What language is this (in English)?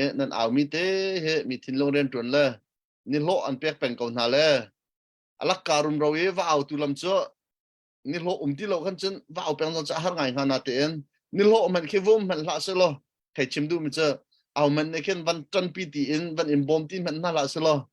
Hakha Chin